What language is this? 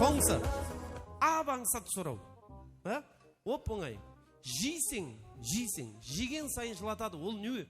Kara-Kalpak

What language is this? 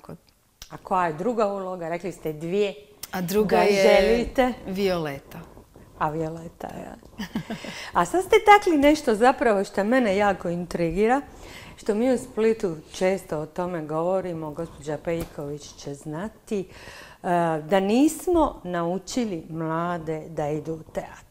Croatian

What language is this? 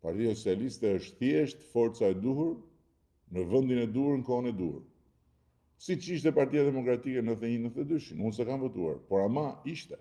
Albanian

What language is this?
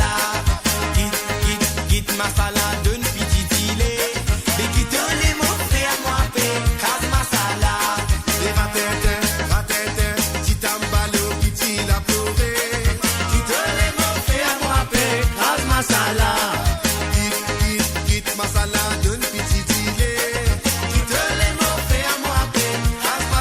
Morisyen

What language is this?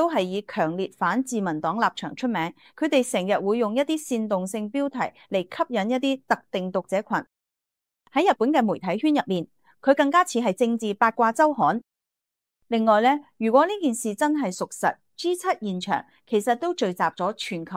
Cantonese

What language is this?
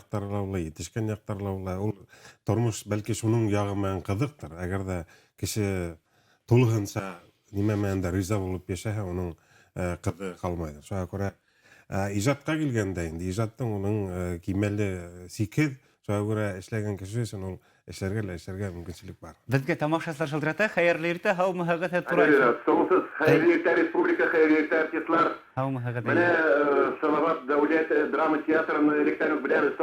Bashkir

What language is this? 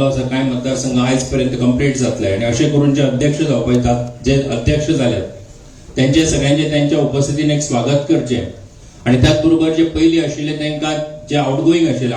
Konkani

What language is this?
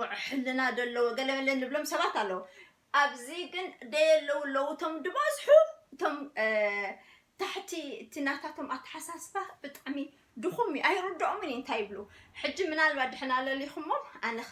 Tigrinya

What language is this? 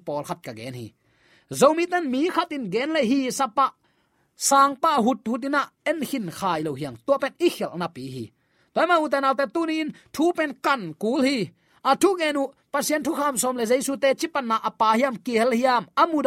Tedim Chin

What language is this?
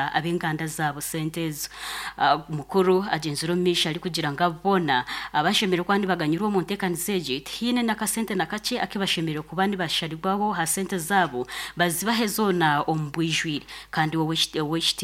Nyankole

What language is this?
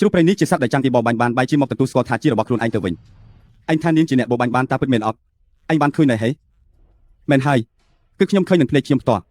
Khmer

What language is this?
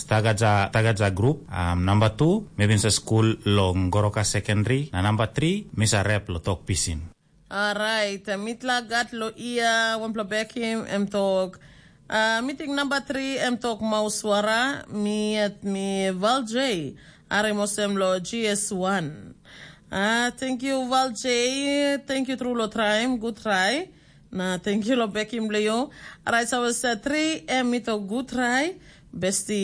Tok Pisin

